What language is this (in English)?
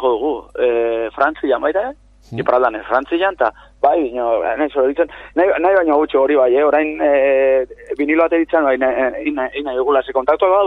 Basque